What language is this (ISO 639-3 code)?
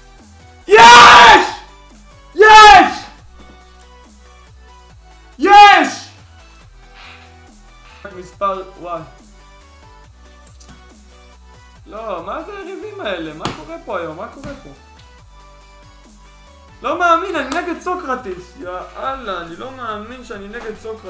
heb